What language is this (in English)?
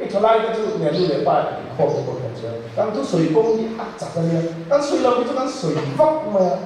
Mizo